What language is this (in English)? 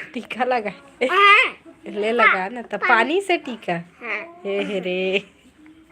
Chhattisgarhi